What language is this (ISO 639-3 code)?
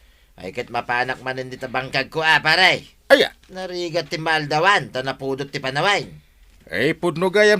ilo